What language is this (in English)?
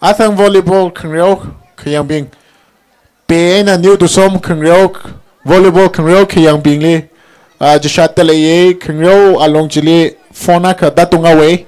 Tangkhul Naga (India)